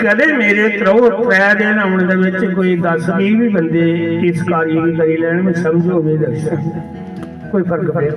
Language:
Dogri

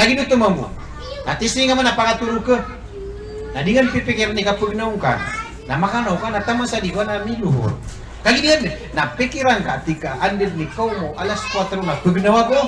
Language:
Maranao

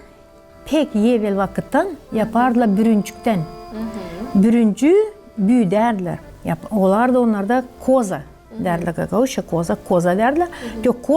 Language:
Gagauz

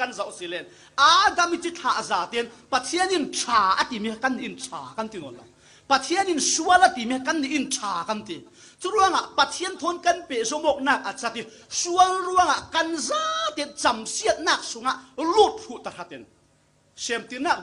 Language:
Falam Chin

